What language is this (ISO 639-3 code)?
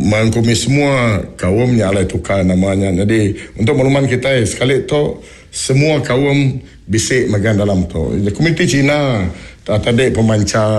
iba